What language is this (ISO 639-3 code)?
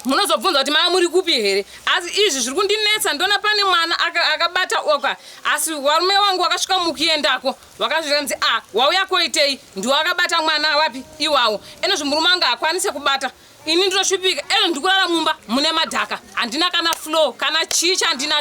sna